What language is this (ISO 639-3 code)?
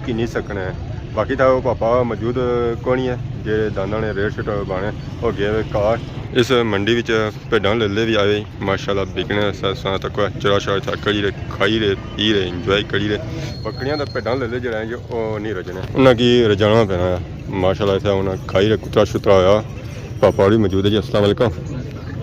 phr